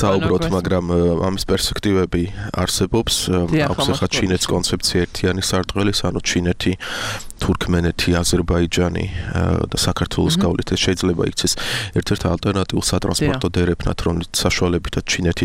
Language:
Georgian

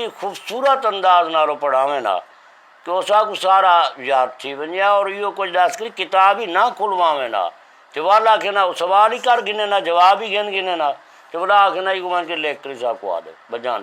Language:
Saraiki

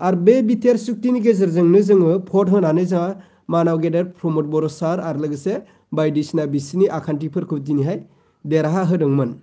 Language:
Bodo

